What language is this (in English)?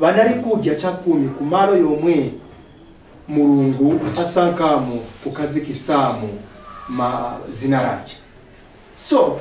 Nyanja